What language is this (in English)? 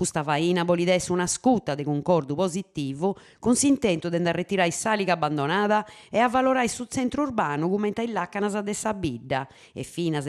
Sardinian